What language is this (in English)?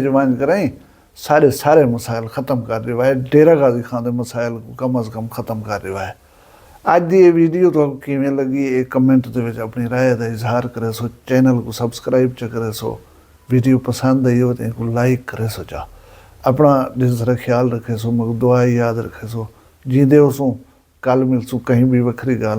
Saraiki